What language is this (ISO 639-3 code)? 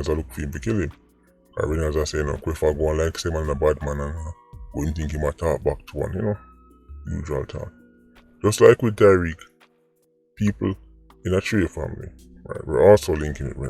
jam